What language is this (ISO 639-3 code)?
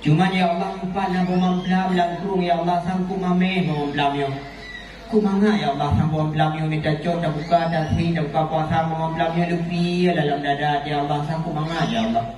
ace